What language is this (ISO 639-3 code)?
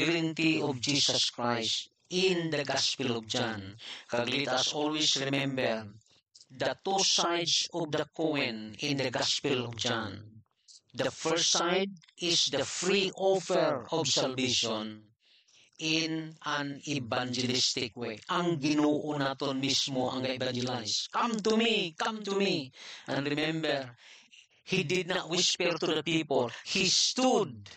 hil